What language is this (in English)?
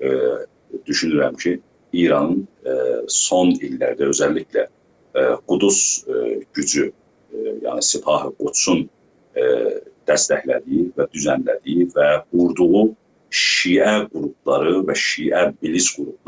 South Azerbaijani